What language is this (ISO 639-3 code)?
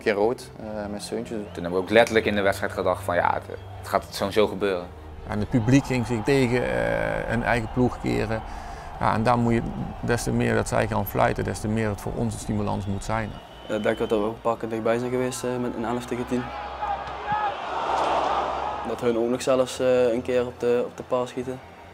nld